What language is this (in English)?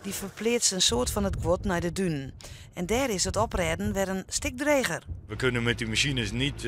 Western Frisian